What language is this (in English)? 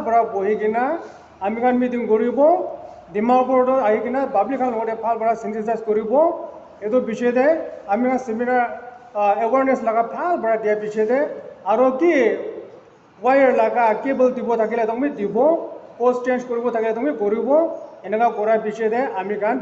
Naga Pidgin